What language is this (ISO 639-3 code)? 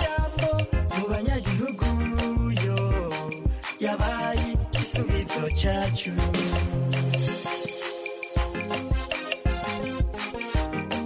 kin